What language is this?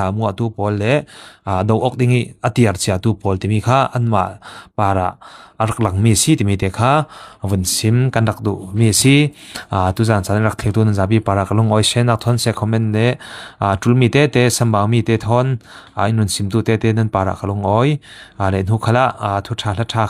Falam Chin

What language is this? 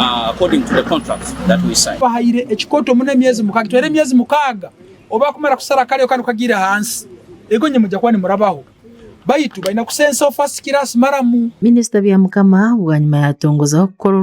Nyankole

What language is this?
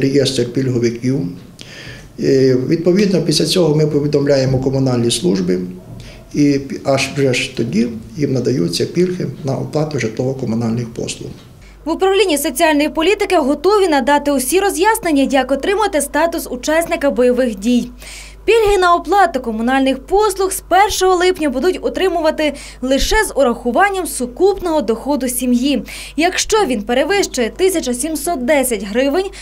Ukrainian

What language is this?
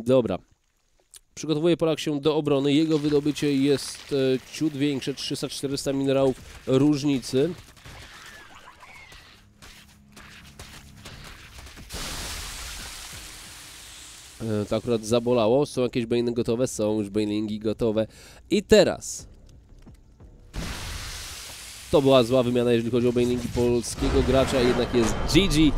Polish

